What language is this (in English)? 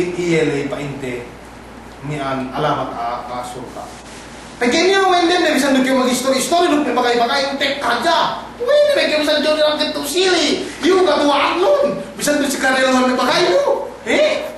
Yakan